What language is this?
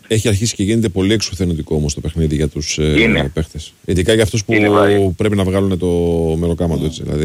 Greek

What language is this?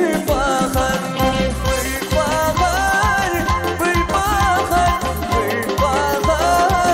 Turkish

